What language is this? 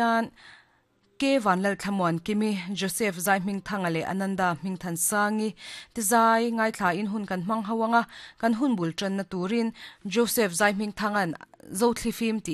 Mizo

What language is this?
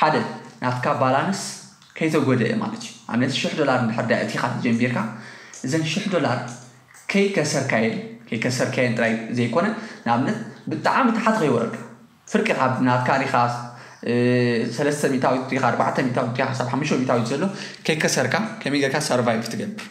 Tigrinya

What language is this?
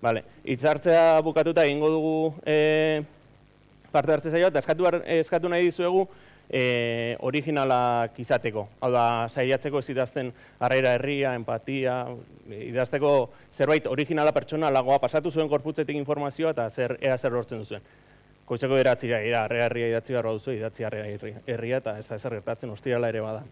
Basque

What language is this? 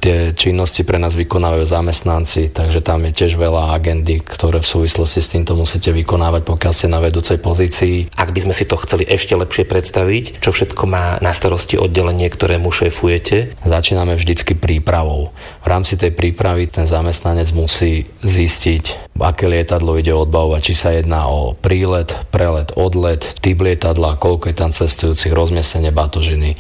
Slovak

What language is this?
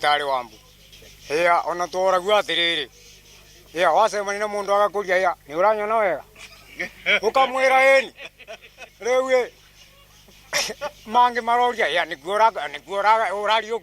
Kikuyu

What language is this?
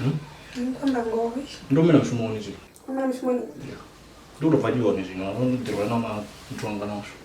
Venda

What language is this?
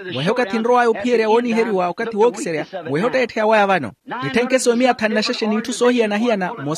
Makhuwa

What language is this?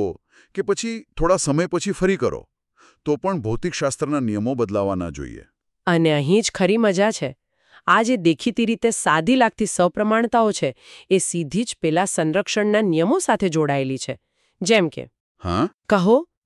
Gujarati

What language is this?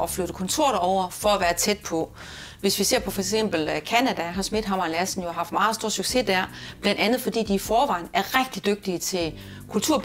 Danish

